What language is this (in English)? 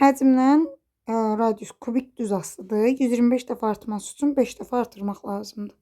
Azerbaijani